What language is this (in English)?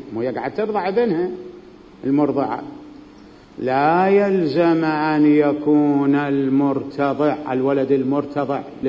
Mesopotamian Arabic